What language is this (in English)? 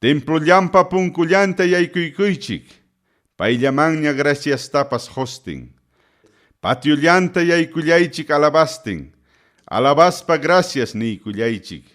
Ayacucho Quechua